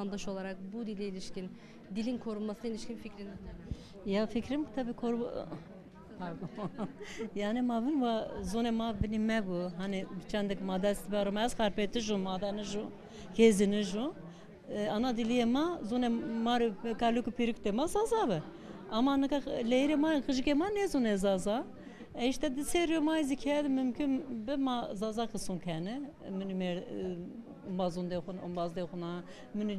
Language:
Zaza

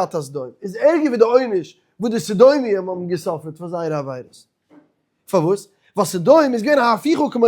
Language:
Yiddish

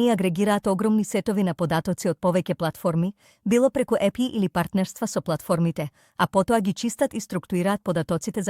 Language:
Macedonian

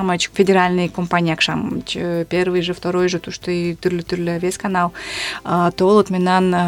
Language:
Mari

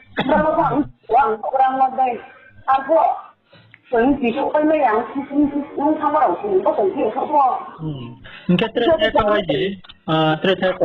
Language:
Riang (India)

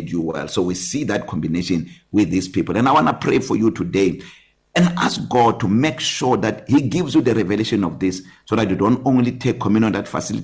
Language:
English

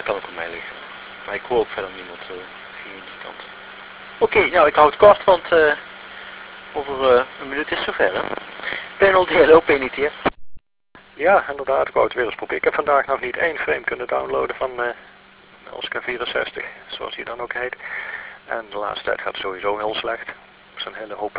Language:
Dutch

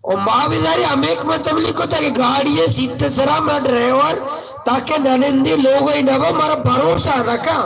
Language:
Baluchi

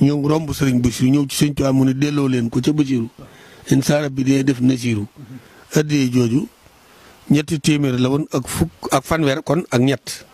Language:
Wolof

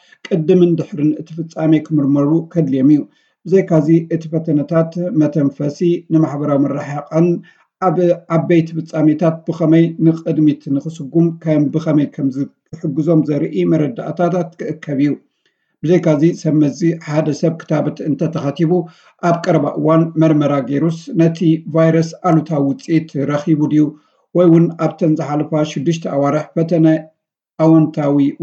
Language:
Tigrinya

